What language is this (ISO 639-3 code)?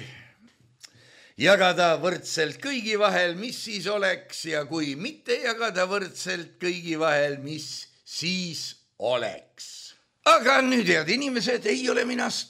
est